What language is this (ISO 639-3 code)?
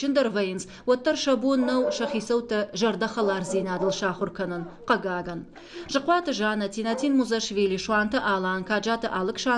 oss